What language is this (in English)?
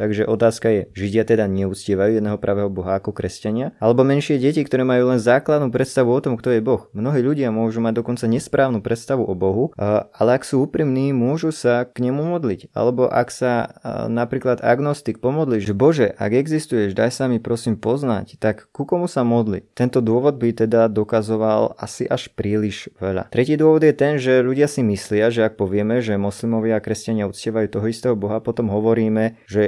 Slovak